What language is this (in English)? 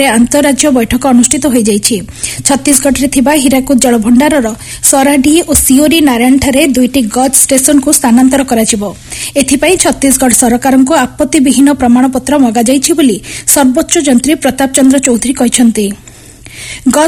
Odia